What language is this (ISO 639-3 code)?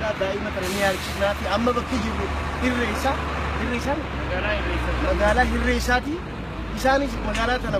orm